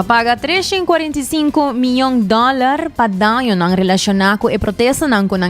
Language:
Papiamento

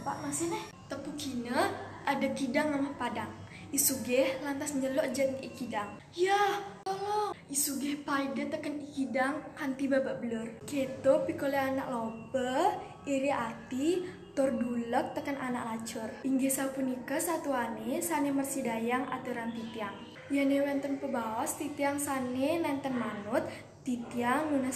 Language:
Balinese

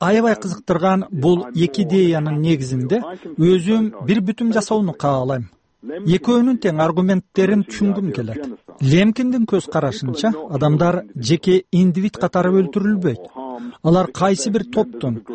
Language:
Kyrgyz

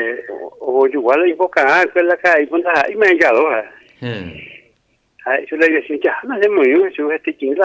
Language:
Guarani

